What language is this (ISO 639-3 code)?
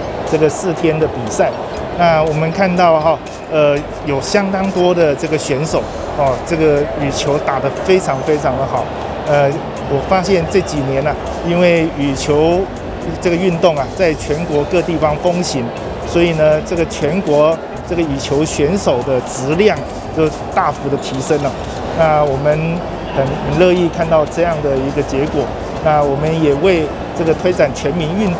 zho